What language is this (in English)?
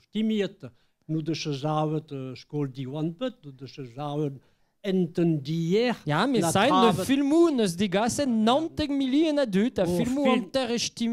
Breton